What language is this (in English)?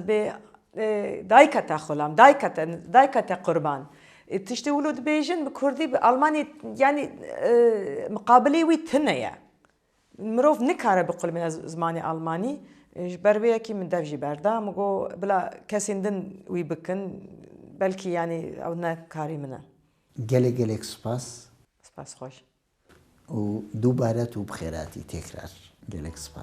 Kurdish